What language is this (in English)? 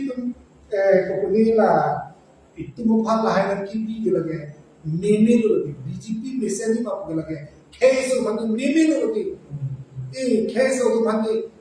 Karbi